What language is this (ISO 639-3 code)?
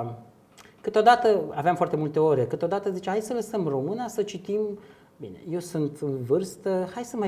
ron